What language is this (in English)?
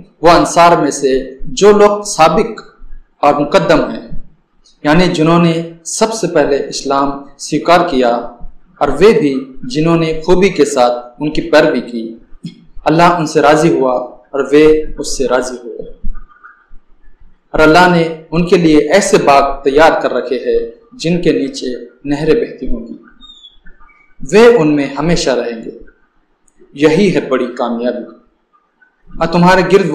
Urdu